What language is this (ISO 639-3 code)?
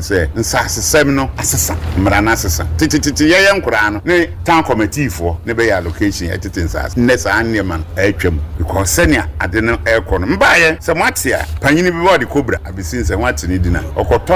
aka